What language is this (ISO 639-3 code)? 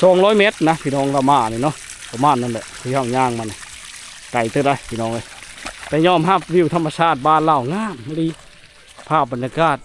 lao